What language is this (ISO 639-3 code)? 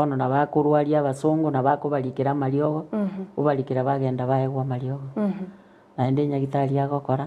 guz